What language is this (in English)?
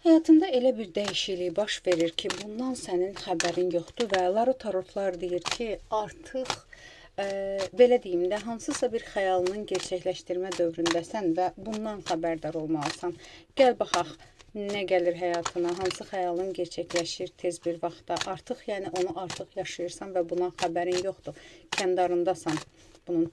Azerbaijani